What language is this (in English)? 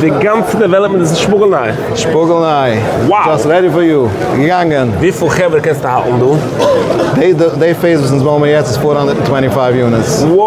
Yiddish